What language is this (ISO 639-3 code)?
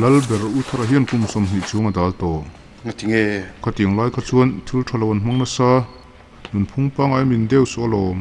lus